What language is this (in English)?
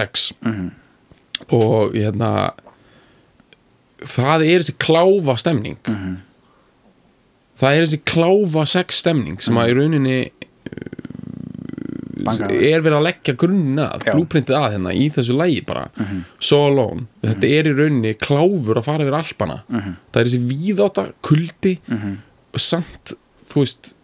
Icelandic